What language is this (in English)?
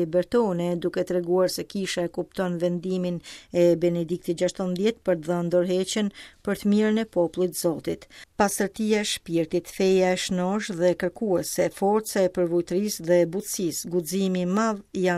Albanian